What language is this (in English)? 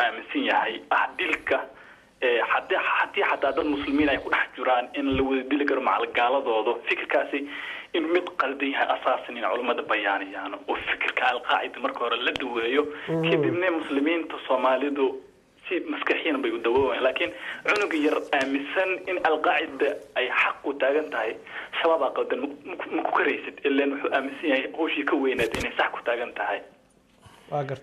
Somali